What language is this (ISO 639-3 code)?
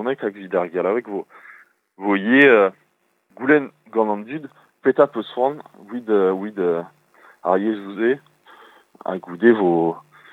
bre